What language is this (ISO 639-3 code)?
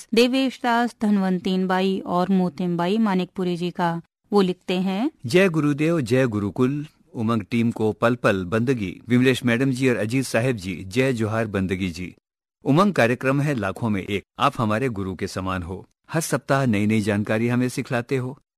hin